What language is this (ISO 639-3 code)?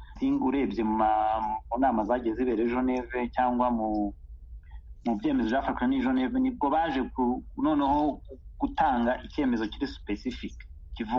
kin